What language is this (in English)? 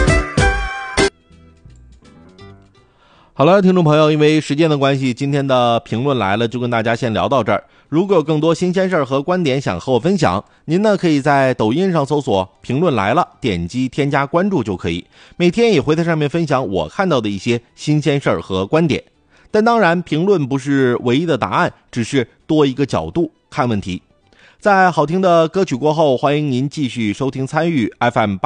Chinese